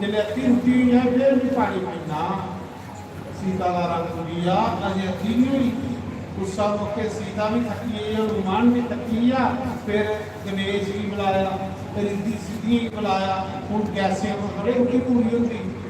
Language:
Dogri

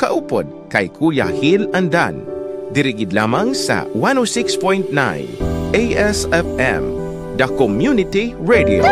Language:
Hiligaynon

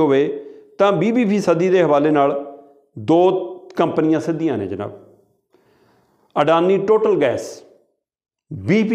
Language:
Punjabi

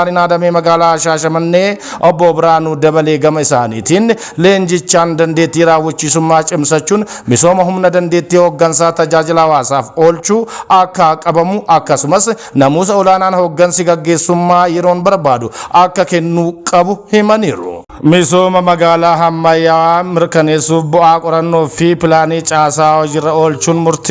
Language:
Oromo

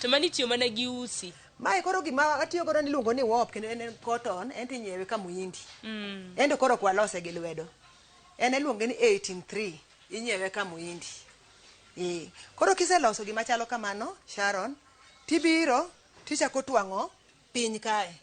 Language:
Luo (Kenya and Tanzania)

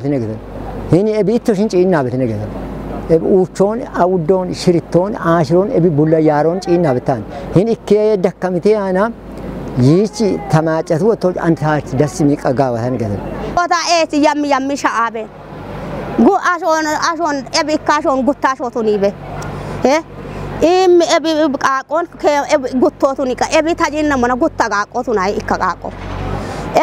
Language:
Kafa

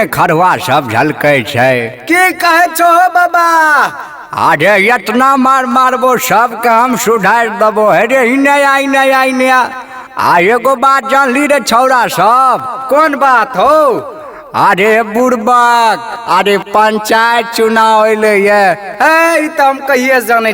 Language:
Maithili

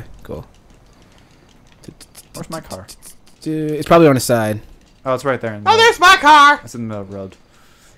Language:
English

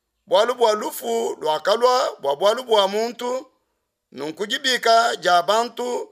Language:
Luba-Lulua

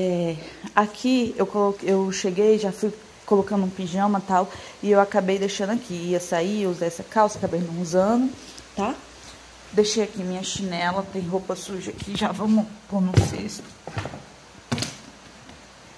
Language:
Portuguese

